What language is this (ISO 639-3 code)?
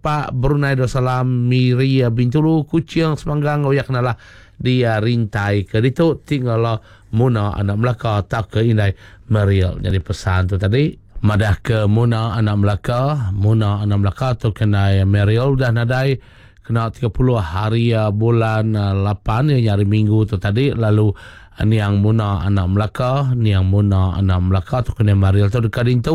iba